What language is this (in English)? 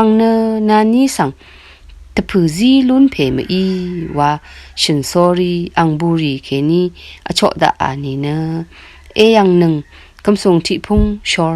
Rawang